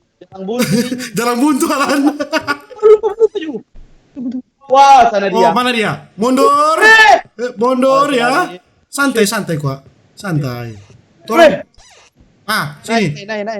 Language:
Manado Malay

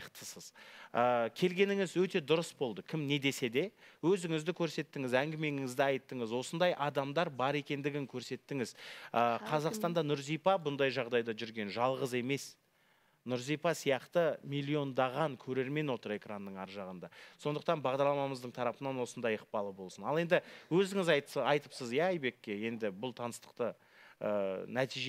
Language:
Kazakh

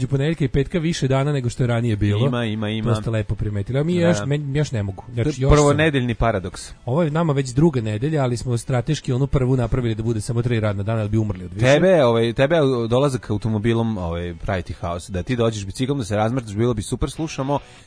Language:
Serbian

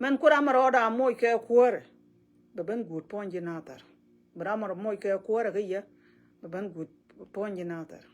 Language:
Nuer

